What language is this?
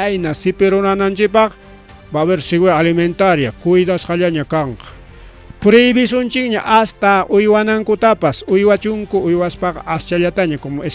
Ayacucho Quechua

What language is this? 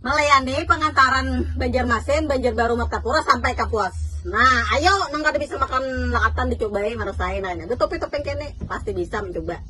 Banjar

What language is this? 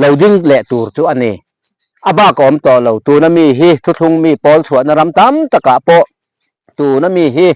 Mizo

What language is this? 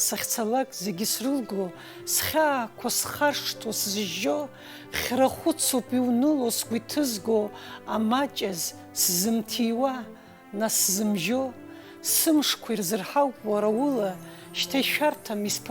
Abkhazian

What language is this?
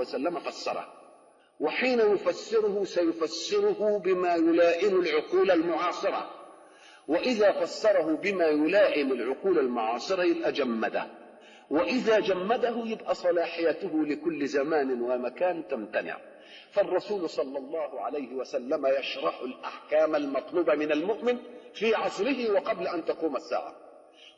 Arabic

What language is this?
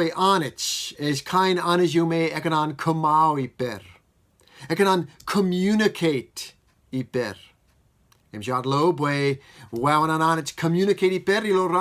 Marshallese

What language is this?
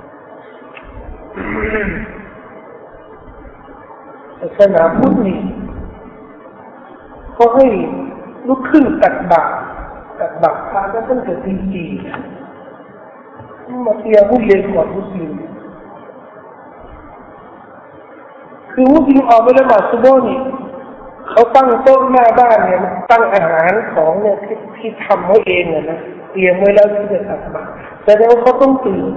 Thai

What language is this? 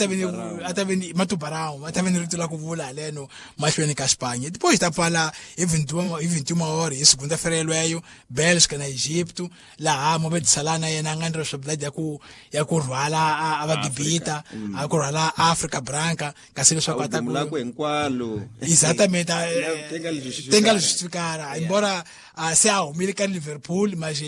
Tsonga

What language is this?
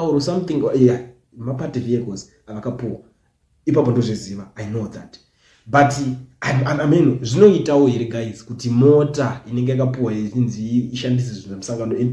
Shona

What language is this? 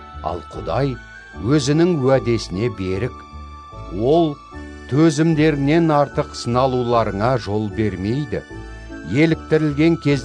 Kazakh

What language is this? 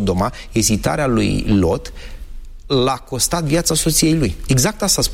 Romanian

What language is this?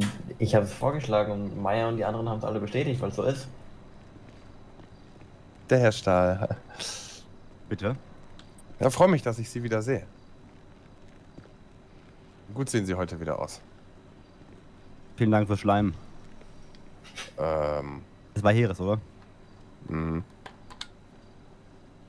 German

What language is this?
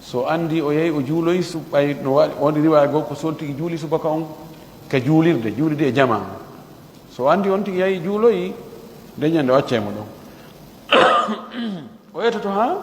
Fula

